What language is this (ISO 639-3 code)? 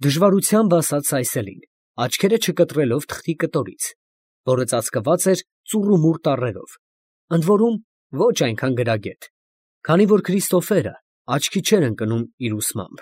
hye